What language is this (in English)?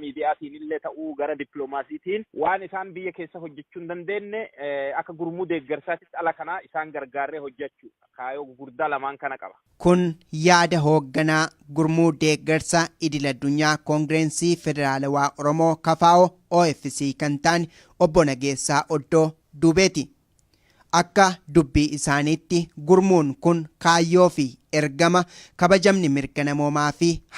Oromo